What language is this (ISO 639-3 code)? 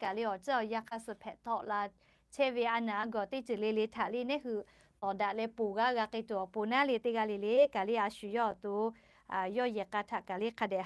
lhu